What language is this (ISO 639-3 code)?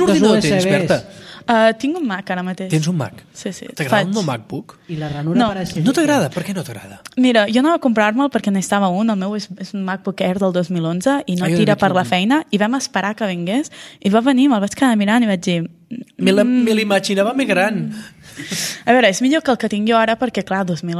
cat